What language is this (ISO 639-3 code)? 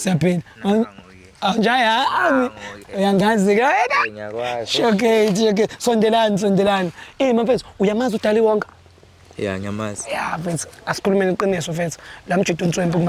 zul